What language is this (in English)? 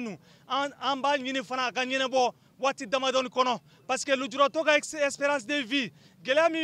Bambara